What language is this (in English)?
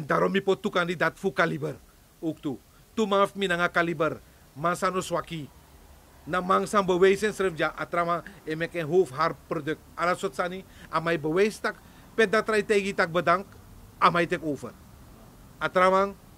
Sranan Tongo